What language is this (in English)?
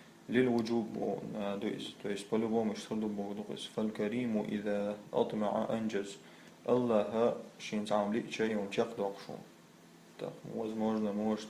Chechen